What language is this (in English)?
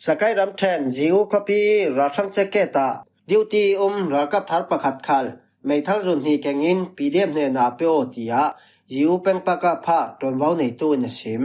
Falam Chin